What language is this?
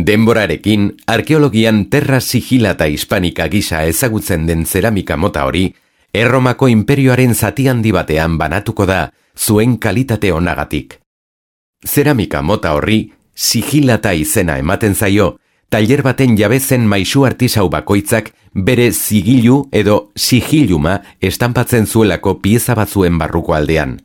Basque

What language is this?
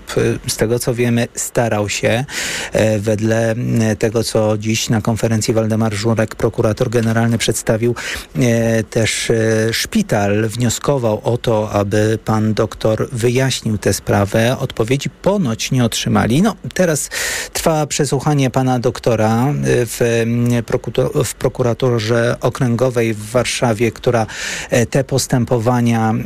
Polish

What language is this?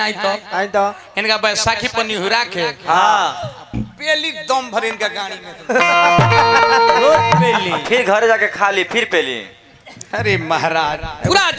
Bhojpuri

